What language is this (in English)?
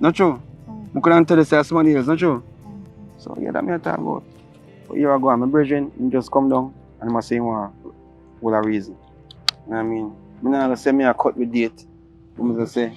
Jamaican Creole English